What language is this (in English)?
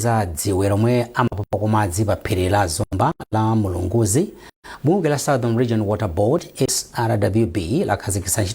Nyanja